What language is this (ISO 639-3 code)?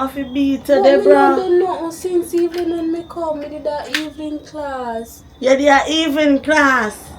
jam